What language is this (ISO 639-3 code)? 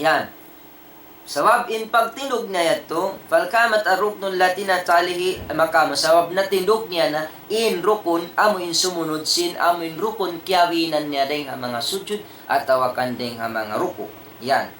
tsg